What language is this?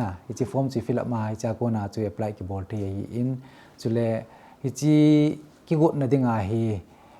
Thado Chin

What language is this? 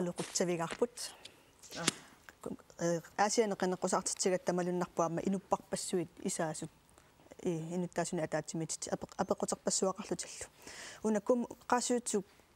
Kalaallisut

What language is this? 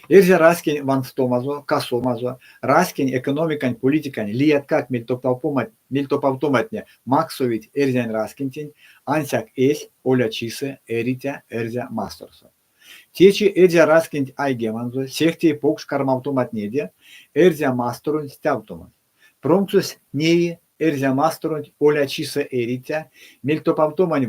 Erzya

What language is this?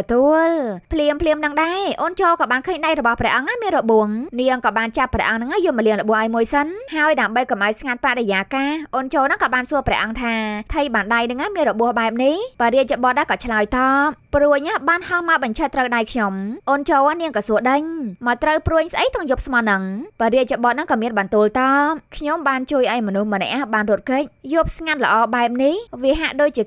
Khmer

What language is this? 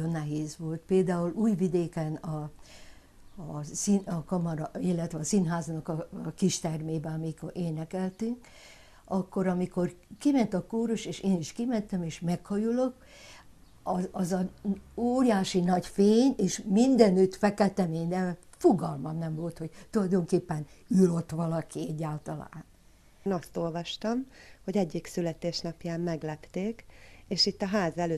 Hungarian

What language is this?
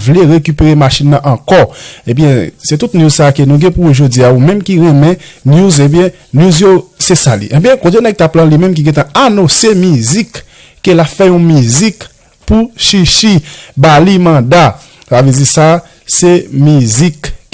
Haitian Creole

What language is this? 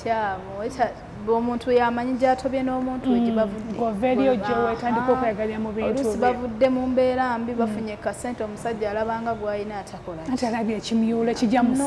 Ganda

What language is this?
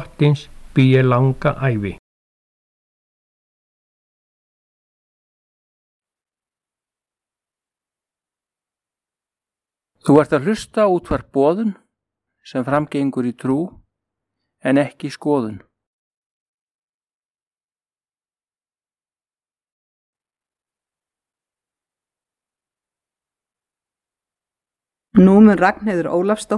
Icelandic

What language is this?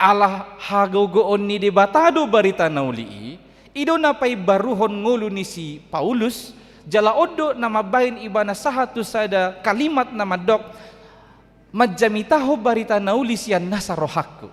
Batak Toba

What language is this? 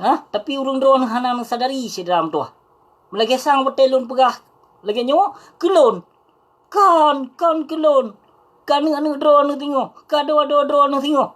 Achinese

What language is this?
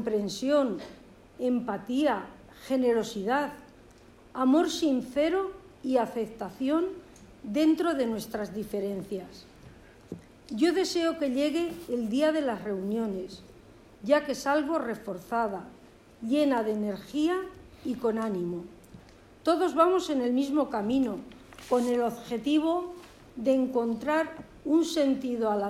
Spanish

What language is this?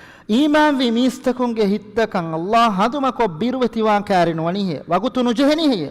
Divehi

